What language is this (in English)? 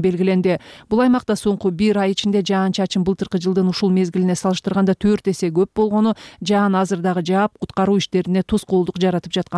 Kyrgyz